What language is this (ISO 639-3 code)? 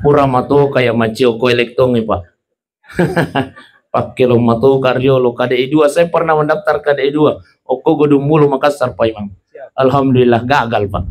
bug